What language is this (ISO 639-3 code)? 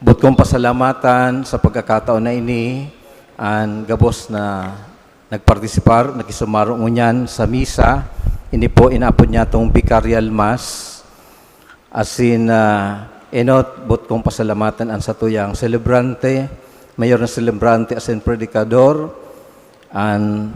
bik